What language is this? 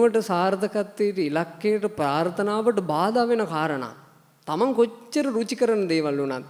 Sinhala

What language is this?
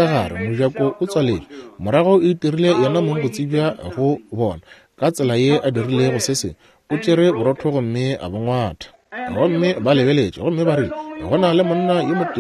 Northern Sotho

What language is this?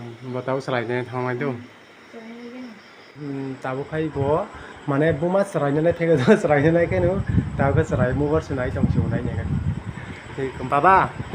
Kok Borok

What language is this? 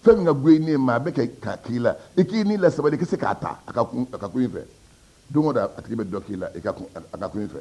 Bambara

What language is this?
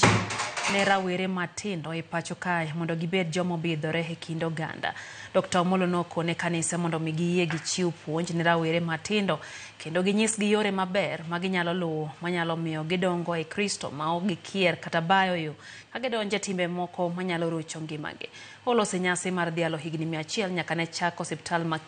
Luo (Kenya and Tanzania)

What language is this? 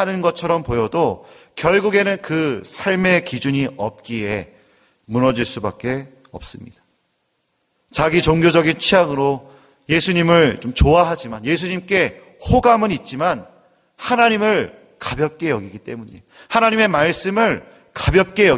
Korean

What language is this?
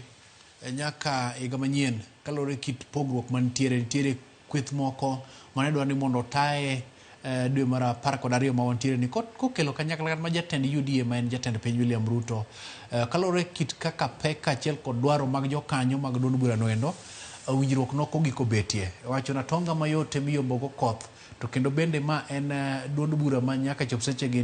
Luo (Kenya and Tanzania)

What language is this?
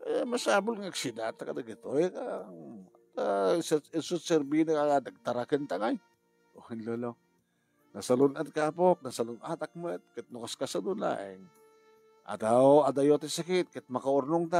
Iloko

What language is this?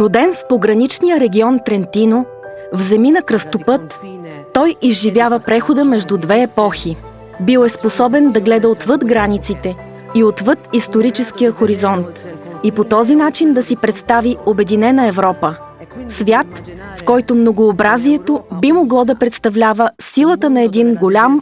Bulgarian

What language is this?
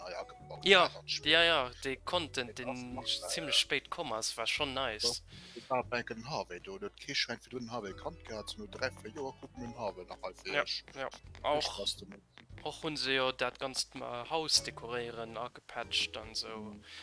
Luxembourgish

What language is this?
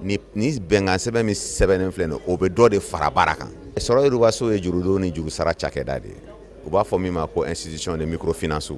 Bambara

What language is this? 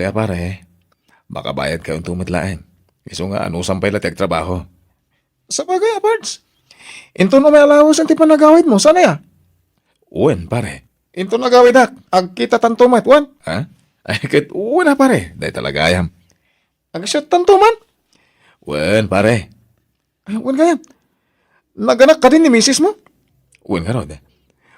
Iloko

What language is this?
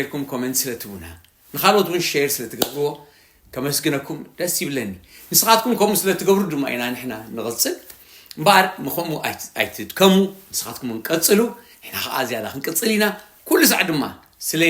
Tigrinya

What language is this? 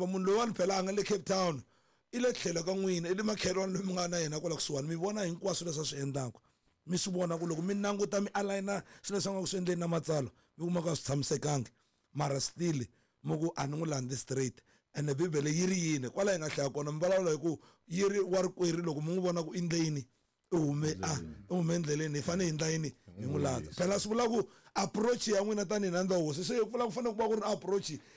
Tsonga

